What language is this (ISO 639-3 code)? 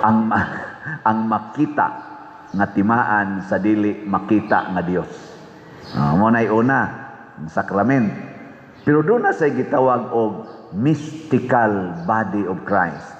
ceb